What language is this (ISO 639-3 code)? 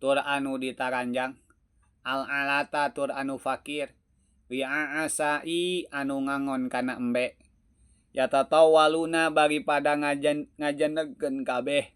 sun